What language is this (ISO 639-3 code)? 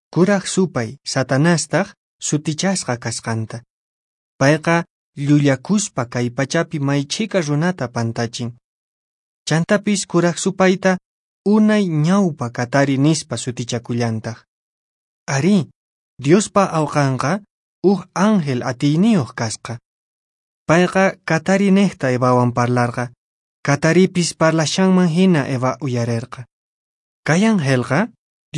que